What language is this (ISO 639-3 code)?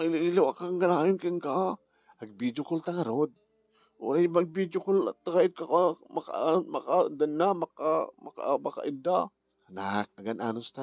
ilo